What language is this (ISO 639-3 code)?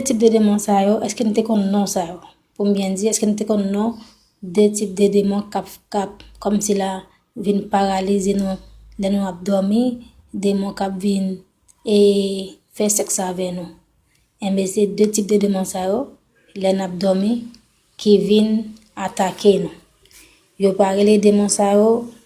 hat